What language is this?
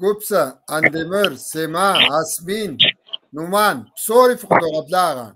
Kabardian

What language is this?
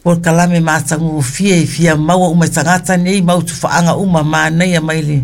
Samoan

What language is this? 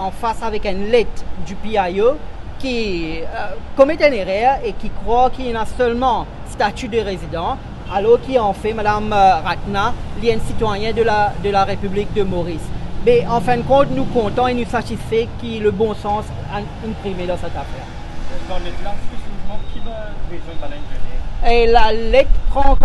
Morisyen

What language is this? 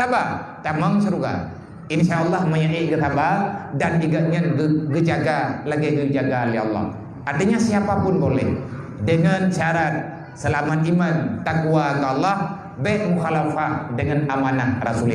Achinese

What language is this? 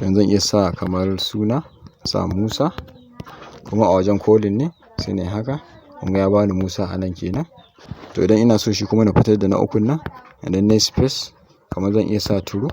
Hausa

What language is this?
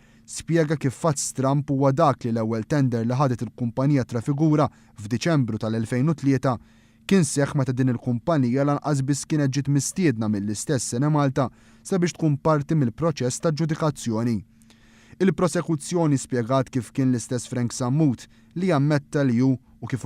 Maltese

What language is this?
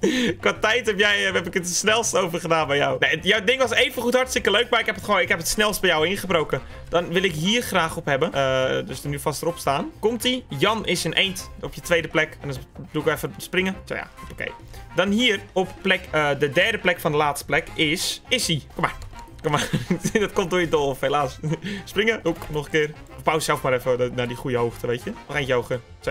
Dutch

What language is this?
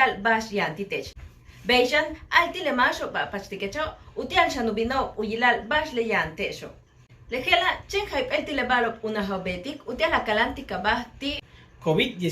Yucateco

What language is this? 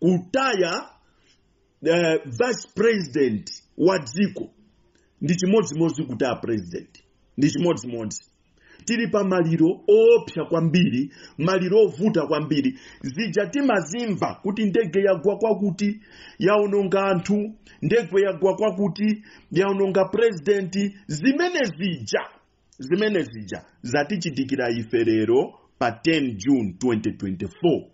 Nyanja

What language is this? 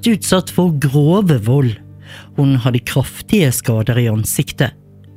Norwegian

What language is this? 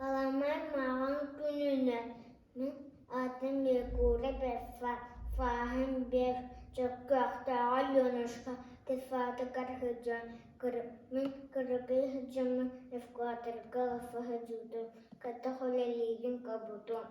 Yakut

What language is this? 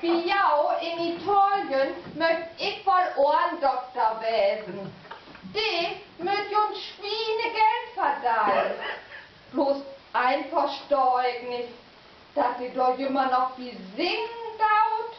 Low German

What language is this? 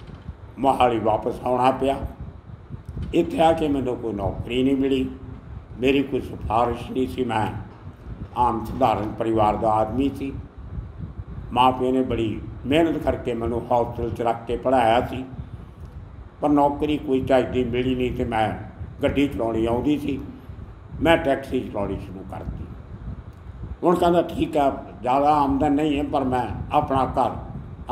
Punjabi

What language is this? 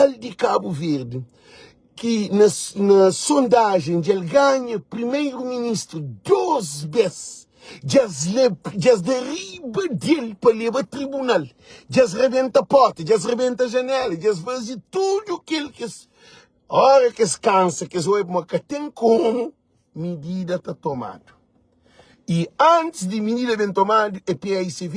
Kabuverdianu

